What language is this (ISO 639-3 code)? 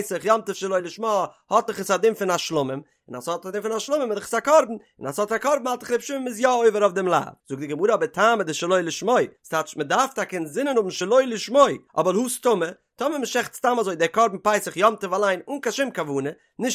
yid